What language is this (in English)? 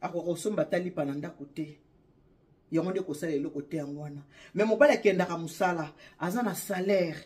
Lingala